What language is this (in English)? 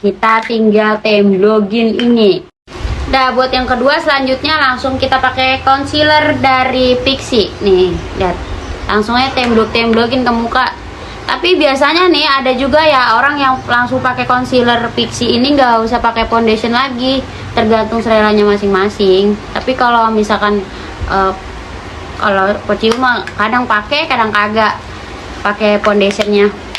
Betawi